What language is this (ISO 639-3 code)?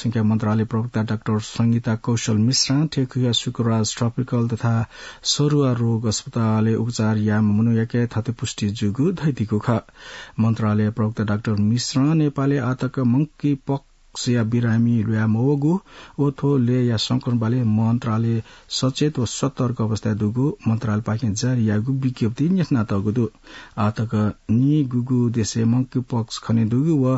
new